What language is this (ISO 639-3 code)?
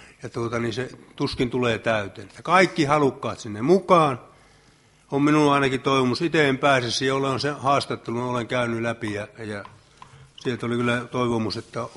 fin